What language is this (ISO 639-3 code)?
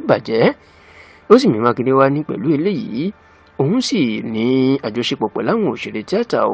yor